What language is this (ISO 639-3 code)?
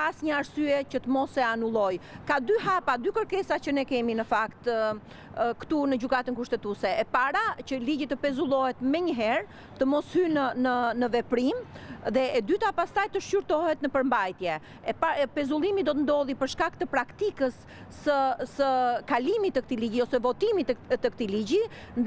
sqi